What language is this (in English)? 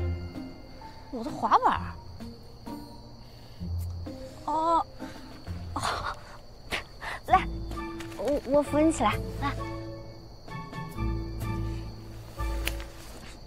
Chinese